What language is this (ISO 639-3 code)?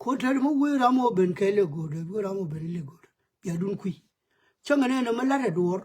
nus